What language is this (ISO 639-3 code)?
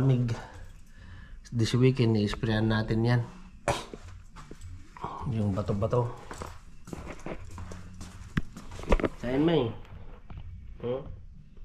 fil